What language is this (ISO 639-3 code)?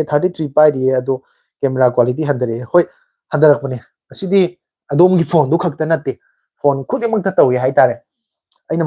mni